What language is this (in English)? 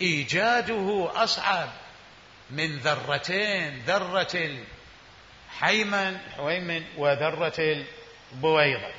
Mesopotamian Arabic